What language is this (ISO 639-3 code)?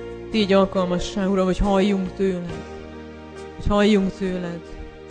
hun